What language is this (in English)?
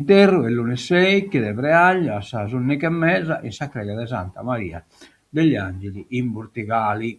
Sardinian